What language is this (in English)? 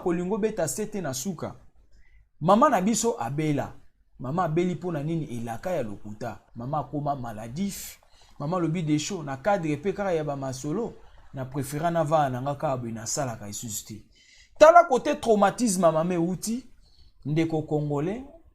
Lingala